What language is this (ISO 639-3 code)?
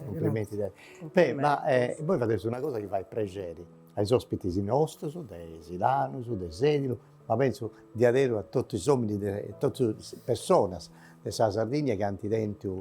srd